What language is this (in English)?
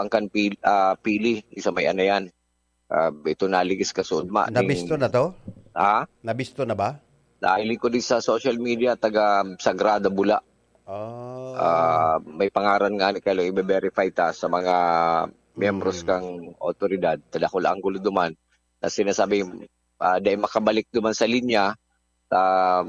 Bikol